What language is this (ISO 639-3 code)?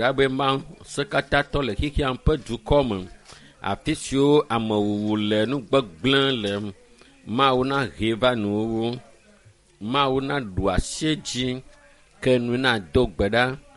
ewe